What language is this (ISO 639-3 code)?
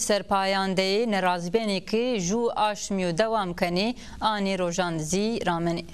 zza